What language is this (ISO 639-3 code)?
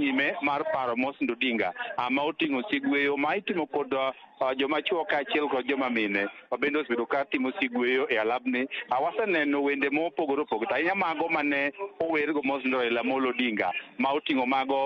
luo